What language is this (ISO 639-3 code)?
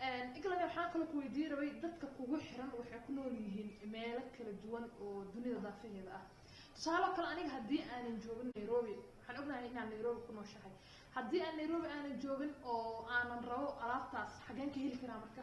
som